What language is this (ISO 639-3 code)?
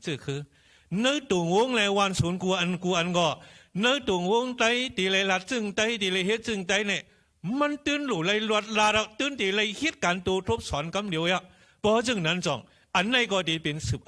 shn